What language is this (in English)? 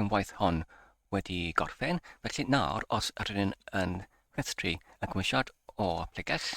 Welsh